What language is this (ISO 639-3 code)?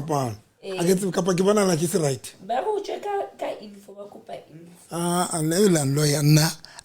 sot